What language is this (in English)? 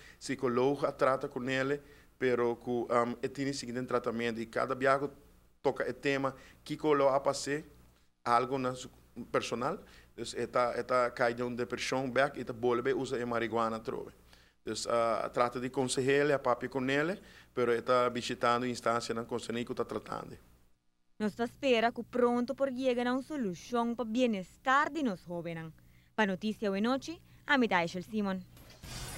Papiamento